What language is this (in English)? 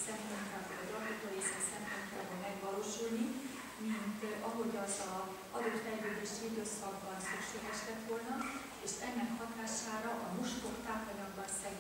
Hungarian